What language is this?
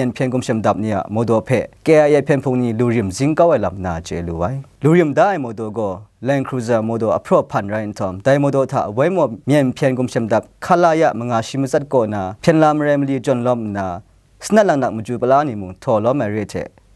Kachin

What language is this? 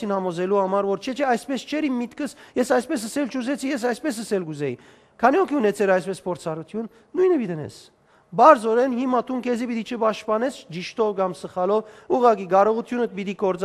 Western Armenian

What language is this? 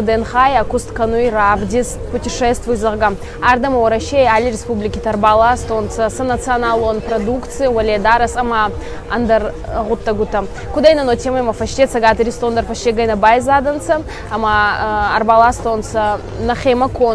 Ossetic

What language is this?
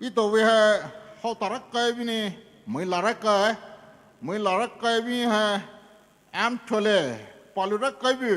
Poumei Naga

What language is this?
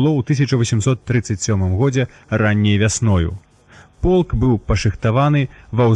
Belarusian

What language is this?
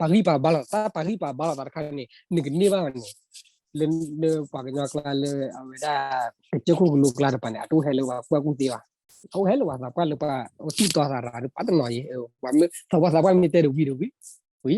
S'gaw Karen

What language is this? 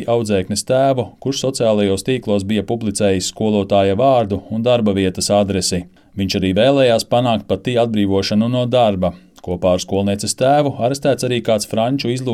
Latvian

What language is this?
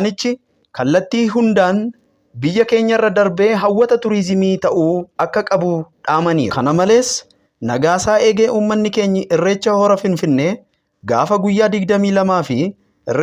Oromo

